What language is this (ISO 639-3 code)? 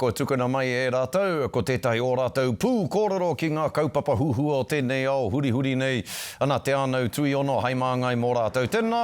mri